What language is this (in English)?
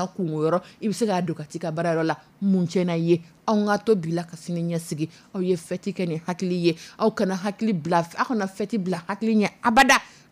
Dyula